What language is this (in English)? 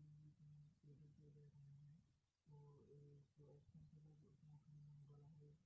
Hindi